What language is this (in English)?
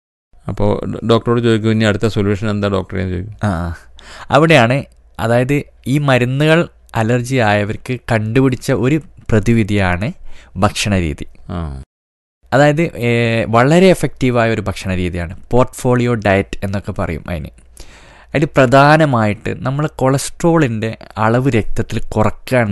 Malayalam